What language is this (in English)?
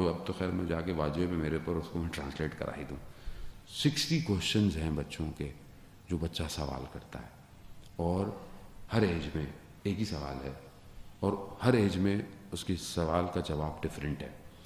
Urdu